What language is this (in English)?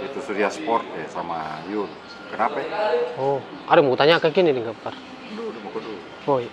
Makassar Malay